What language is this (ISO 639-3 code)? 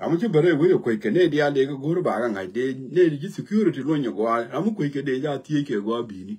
nus